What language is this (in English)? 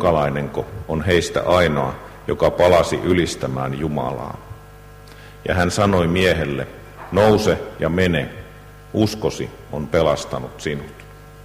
Finnish